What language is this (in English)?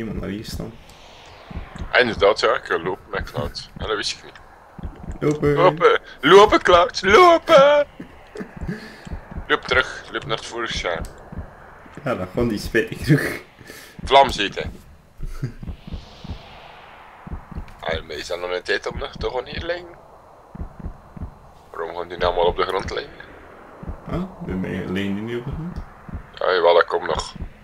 Dutch